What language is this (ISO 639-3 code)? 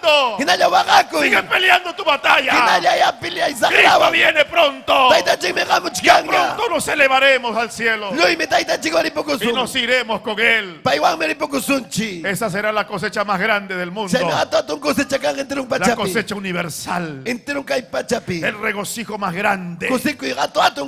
quy